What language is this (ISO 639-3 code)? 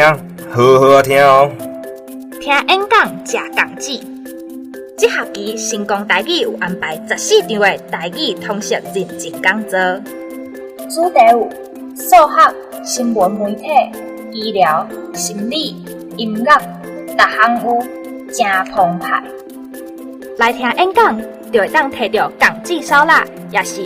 nan